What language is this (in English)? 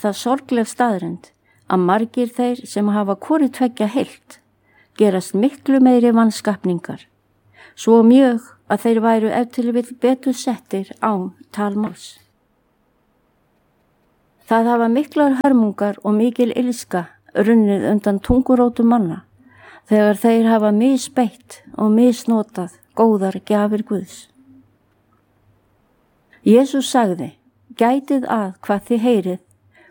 Icelandic